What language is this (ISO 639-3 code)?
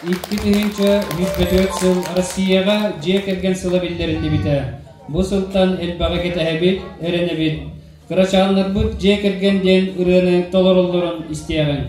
sah